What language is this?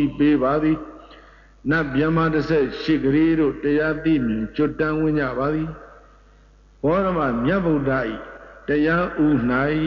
Burmese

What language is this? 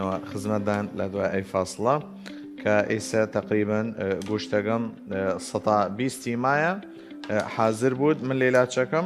Southern Kurdish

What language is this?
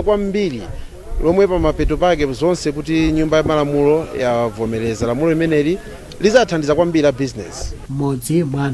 Nyanja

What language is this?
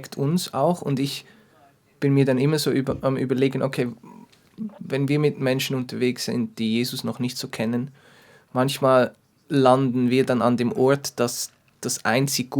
Swiss German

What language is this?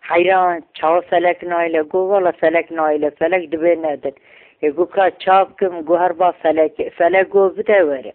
Kurdish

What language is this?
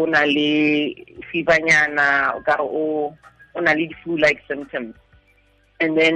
Tswana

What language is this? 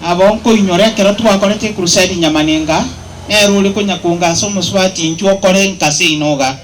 Gusii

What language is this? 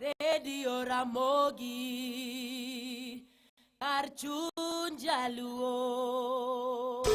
Luo (Kenya and Tanzania)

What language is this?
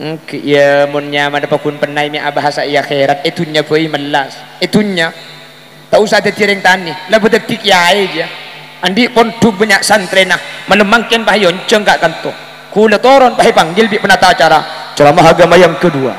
Madurese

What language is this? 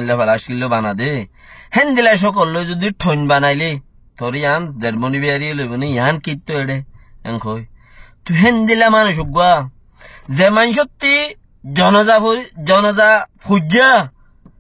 Rohingya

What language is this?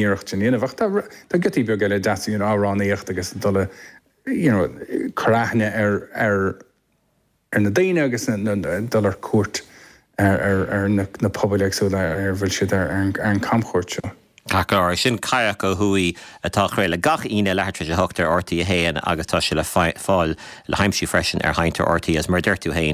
Irish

